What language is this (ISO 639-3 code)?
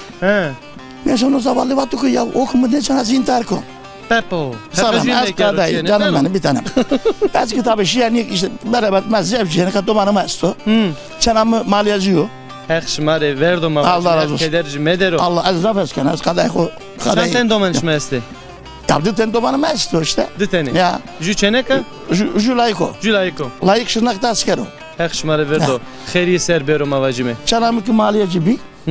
zza